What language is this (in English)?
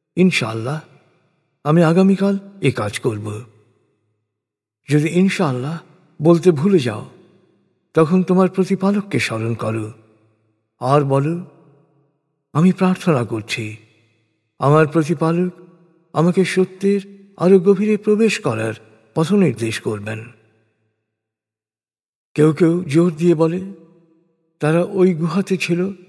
Bangla